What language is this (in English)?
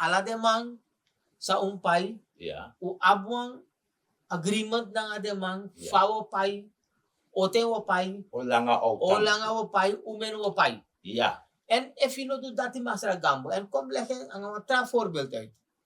Sranan Tongo